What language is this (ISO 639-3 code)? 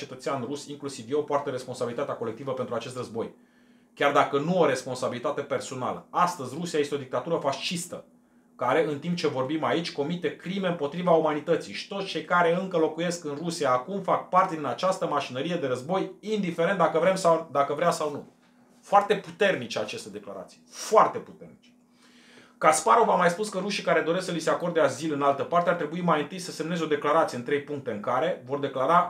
ron